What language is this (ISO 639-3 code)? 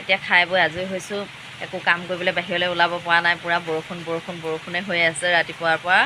asm